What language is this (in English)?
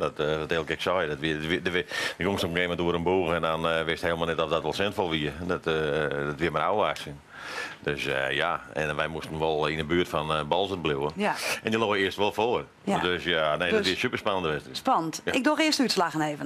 Western Frisian